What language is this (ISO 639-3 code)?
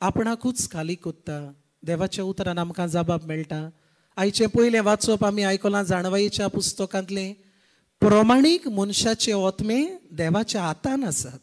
kok